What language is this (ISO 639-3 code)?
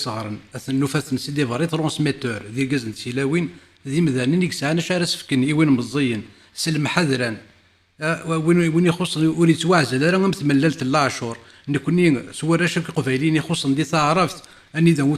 kab